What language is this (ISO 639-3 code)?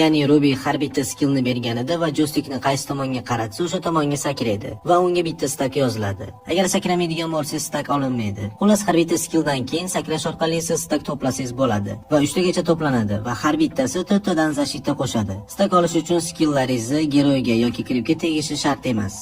uzb